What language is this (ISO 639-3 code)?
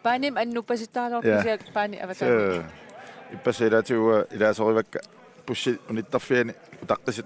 kal